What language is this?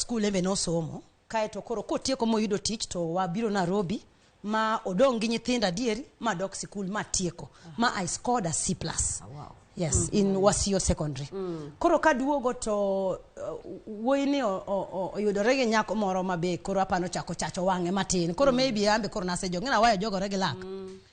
Luo (Kenya and Tanzania)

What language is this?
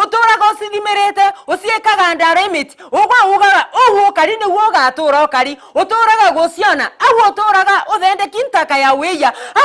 Meru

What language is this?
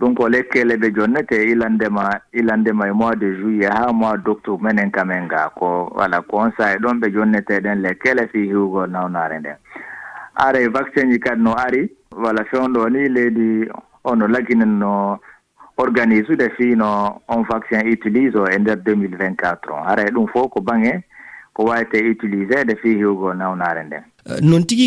Fula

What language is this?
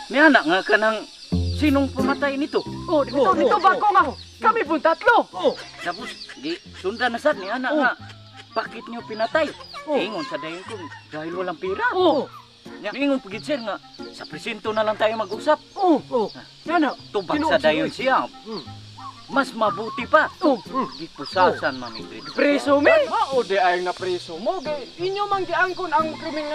Cebuano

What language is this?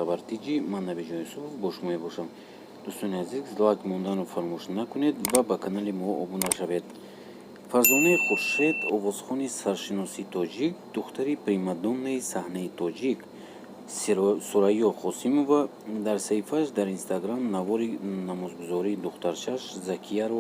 Tajik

